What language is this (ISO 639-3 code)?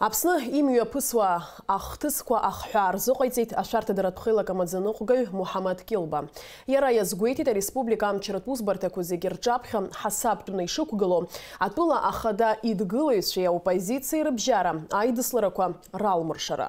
abk